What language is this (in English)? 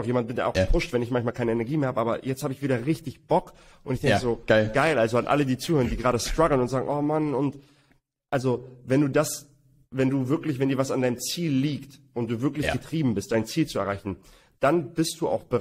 German